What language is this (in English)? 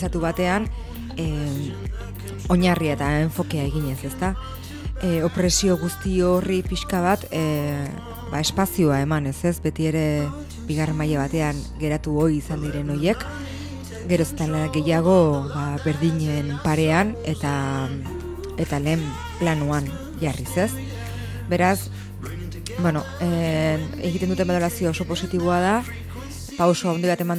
Basque